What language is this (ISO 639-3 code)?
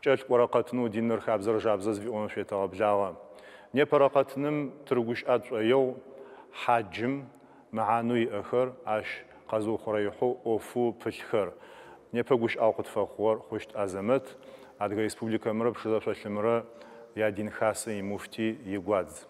ady